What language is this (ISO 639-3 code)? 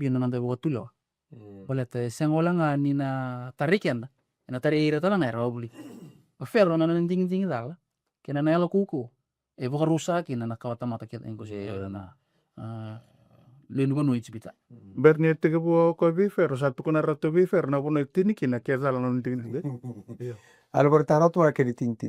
fij